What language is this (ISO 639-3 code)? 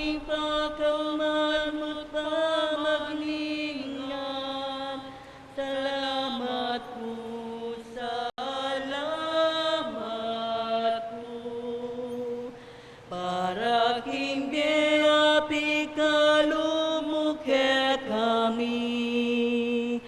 pam